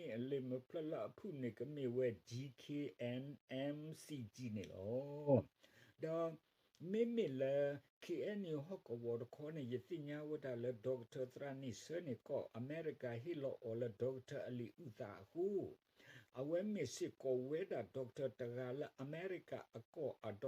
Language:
S'gaw Karen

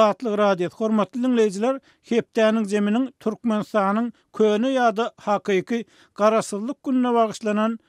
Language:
Turkmen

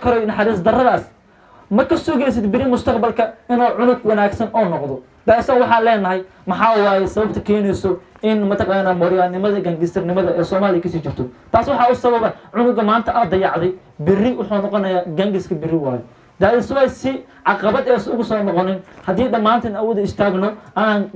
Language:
Somali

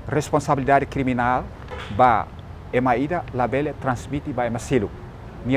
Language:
Tetum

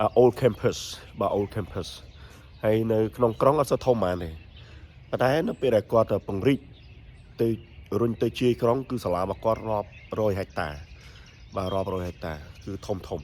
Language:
Khmer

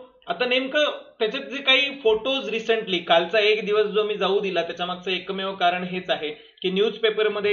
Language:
Marathi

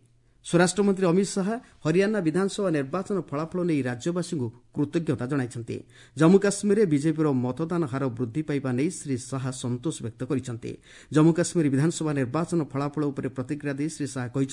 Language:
Odia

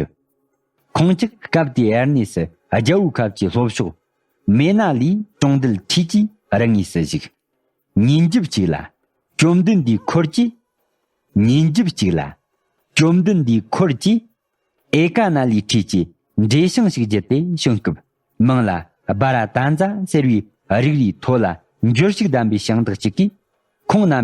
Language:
Tibetan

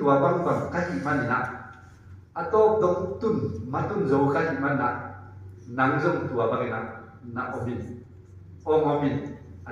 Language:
Tedim Chin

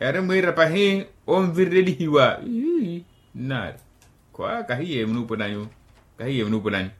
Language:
Makhuwa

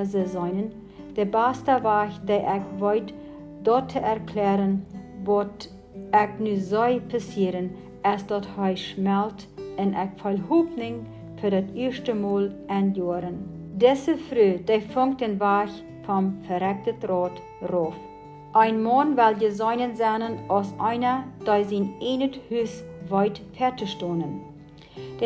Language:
Plautdietsch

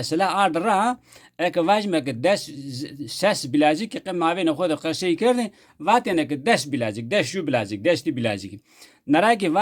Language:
Zaza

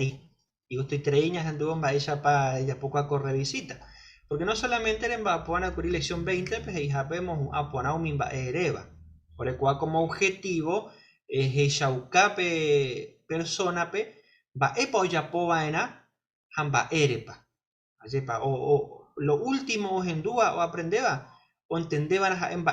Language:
Guarani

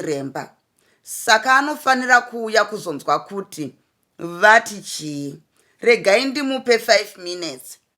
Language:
Shona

